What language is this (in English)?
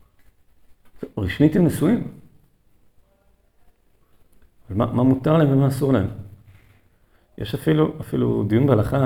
Hebrew